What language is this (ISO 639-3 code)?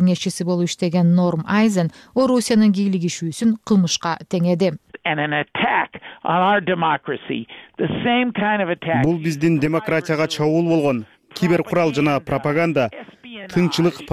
kir